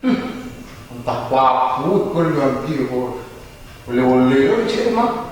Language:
Minangkabau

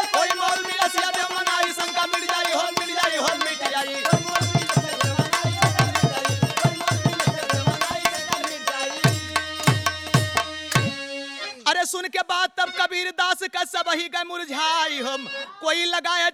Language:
Bhojpuri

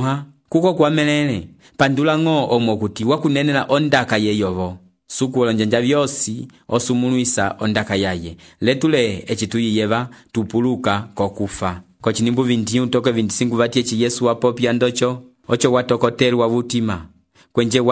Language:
Umbundu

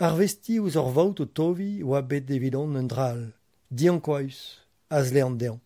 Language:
Breton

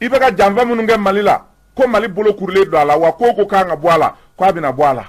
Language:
Bambara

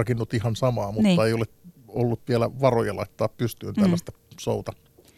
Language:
Finnish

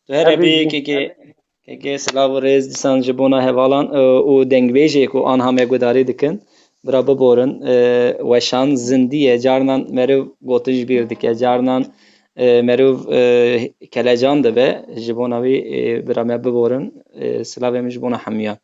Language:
Kurdish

